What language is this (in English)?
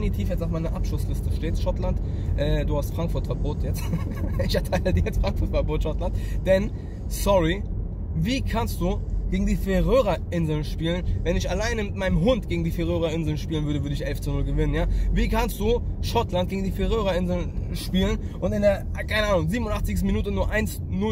German